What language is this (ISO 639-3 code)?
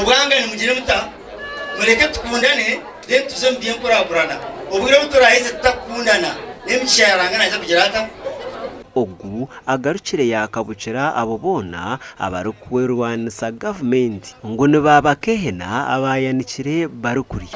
nyn